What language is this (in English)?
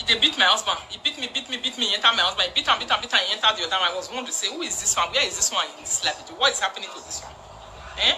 Nigerian Pidgin